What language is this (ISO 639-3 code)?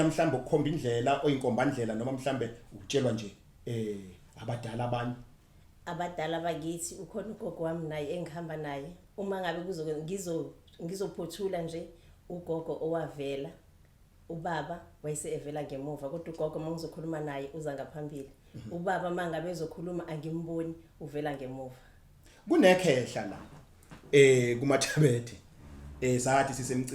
zul